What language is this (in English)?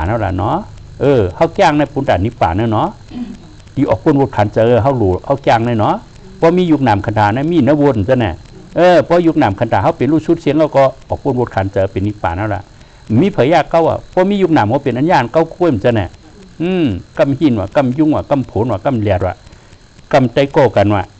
Shan